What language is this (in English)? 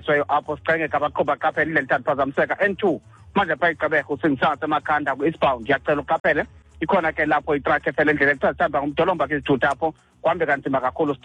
Xhosa